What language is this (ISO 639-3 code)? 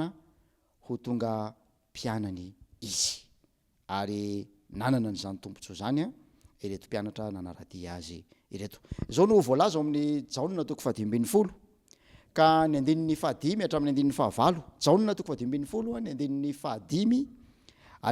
mlg